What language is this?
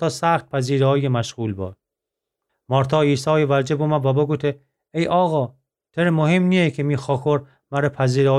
Gilaki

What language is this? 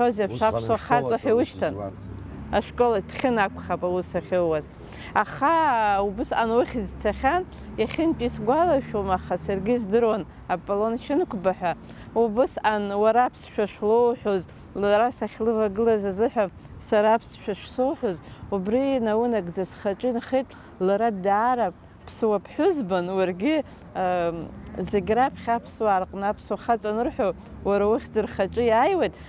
Abkhazian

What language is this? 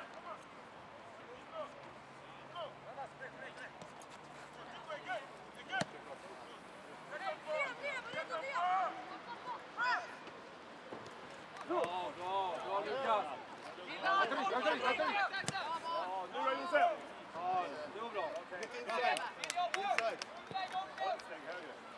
Swedish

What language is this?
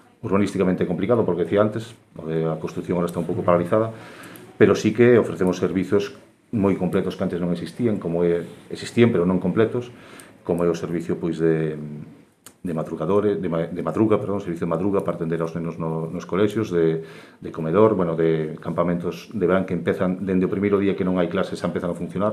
Galician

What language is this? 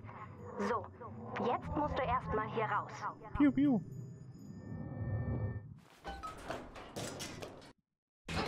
German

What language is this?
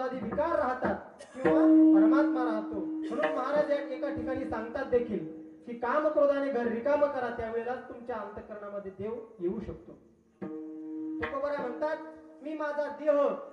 Marathi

